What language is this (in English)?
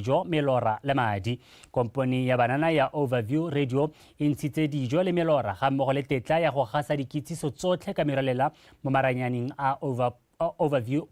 Tswana